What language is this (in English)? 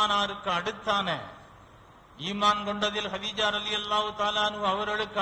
Tamil